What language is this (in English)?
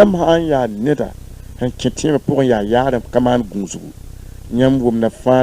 Mossi